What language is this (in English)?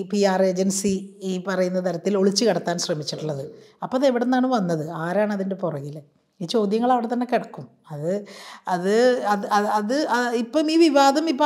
Malayalam